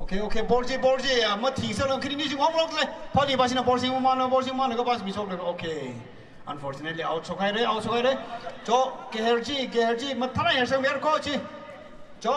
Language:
Tangkhul Naga (India)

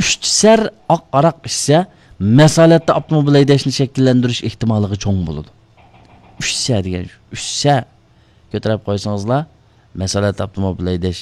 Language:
Uyghur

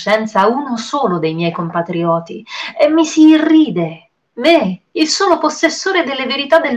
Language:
Italian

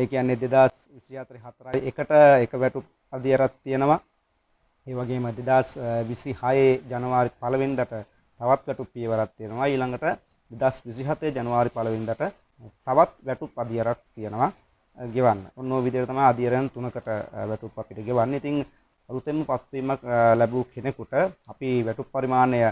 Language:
Sinhala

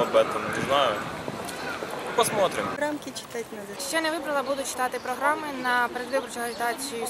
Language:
Ukrainian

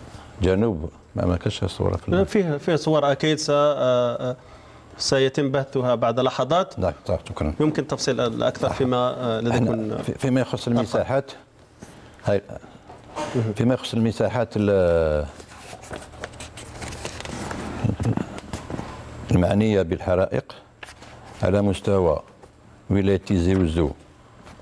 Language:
Arabic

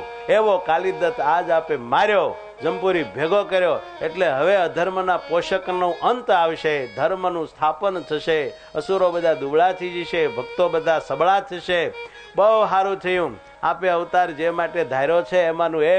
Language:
Gujarati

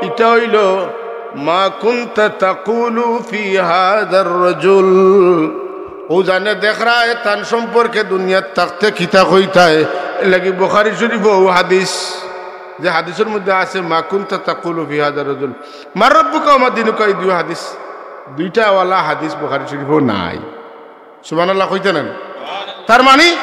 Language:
Sylheti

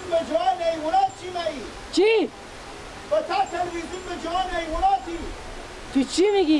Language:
Persian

